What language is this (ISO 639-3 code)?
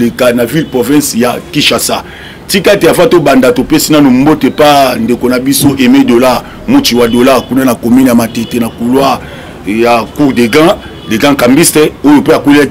lin